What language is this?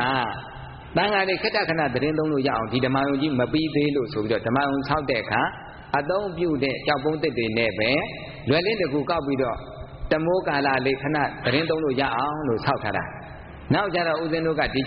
Burmese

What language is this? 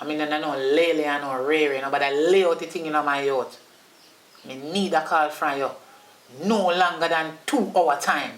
Jamaican Creole English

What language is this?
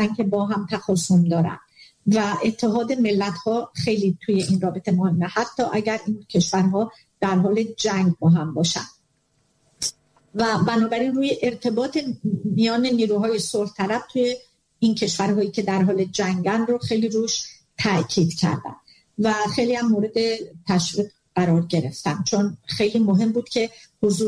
Persian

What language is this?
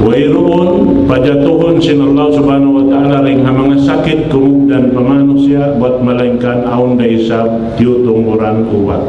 Tausug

